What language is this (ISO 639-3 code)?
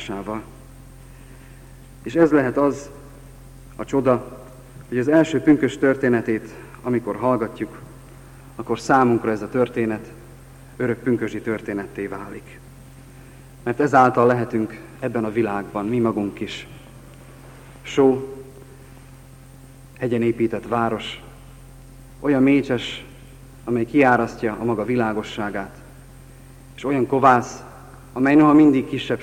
hun